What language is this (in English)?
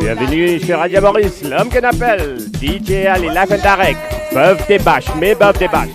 Morisyen